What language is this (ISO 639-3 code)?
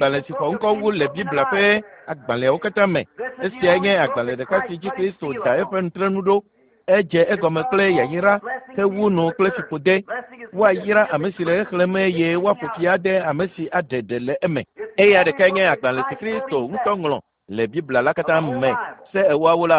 ewe